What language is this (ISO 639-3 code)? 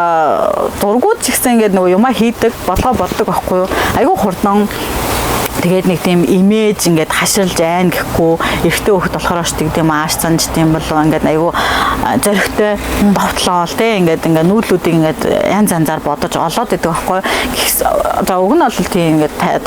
mon